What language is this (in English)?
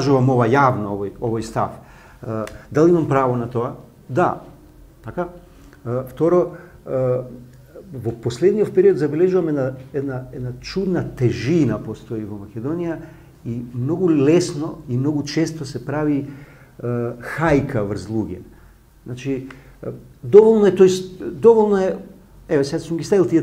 Macedonian